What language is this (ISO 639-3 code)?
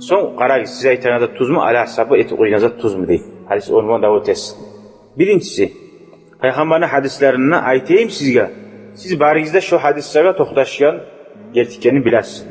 kum